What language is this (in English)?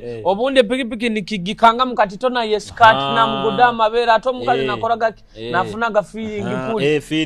Nyoro